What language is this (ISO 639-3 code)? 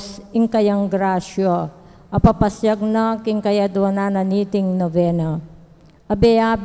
pam